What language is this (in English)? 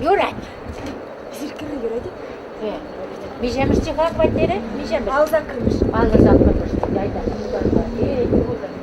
Chuvash